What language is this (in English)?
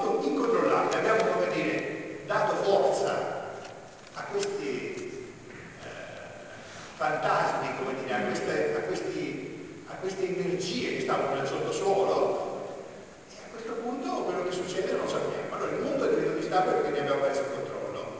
Italian